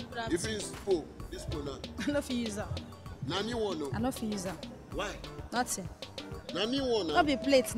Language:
Nigerian Pidgin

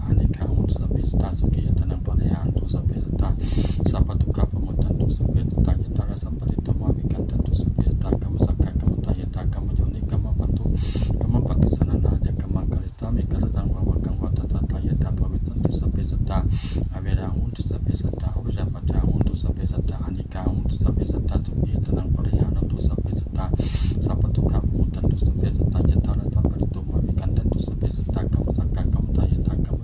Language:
Pali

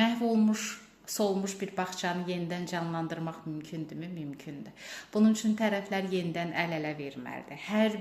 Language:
Azerbaijani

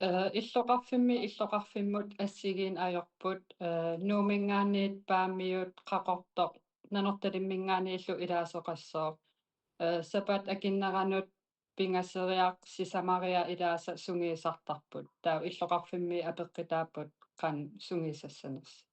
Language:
Kalaallisut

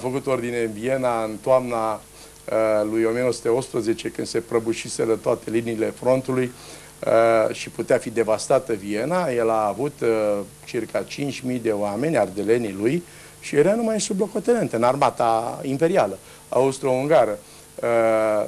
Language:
Romanian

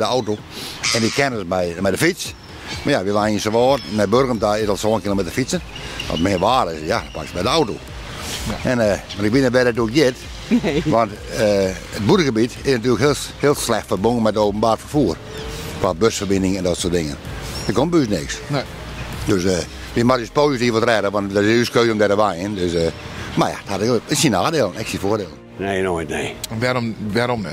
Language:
Western Frisian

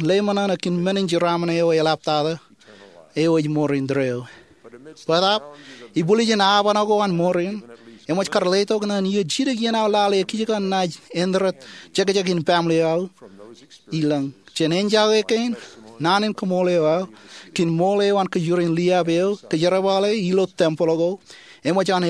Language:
Marshallese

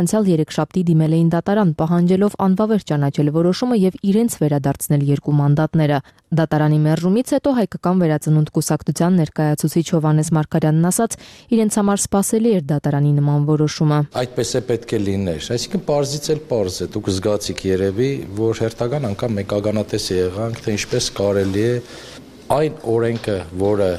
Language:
Armenian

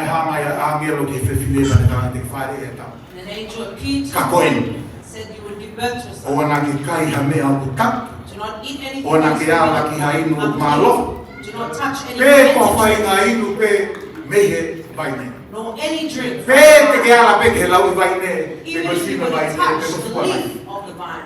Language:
Tongan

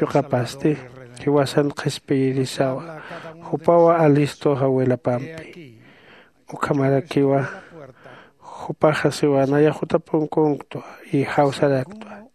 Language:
Aymara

